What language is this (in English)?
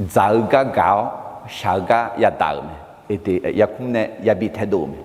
Akha